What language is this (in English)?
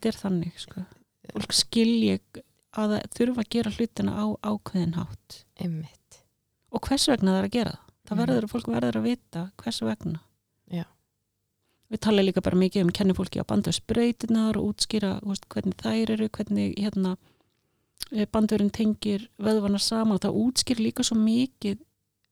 Icelandic